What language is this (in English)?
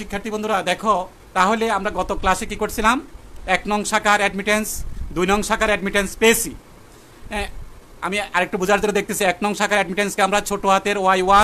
Bangla